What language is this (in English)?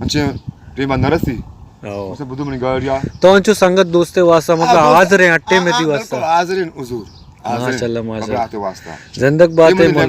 Eastern Balochi